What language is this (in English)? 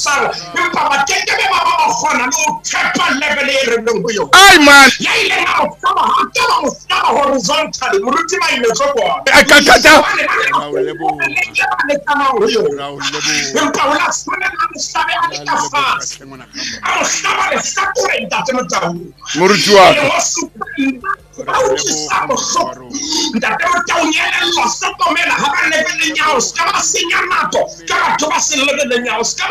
Southern Sotho